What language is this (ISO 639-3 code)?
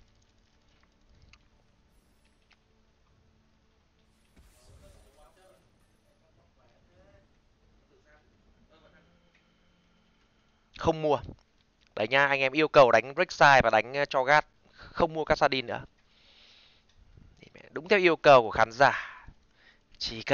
vie